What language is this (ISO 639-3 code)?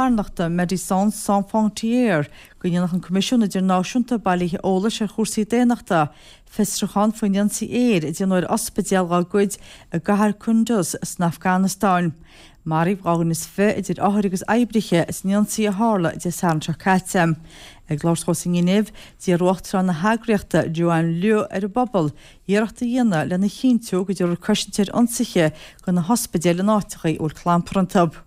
gle